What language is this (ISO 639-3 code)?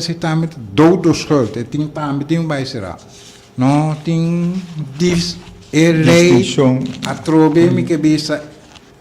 pap